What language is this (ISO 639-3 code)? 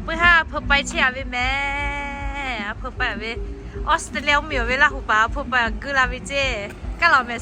lhu